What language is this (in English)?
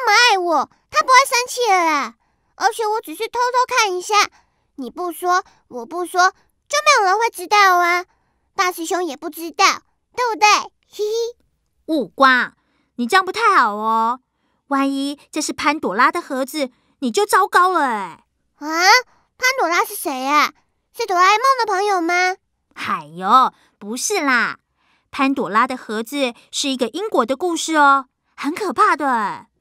Chinese